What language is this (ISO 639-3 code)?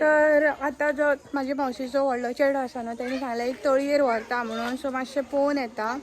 kok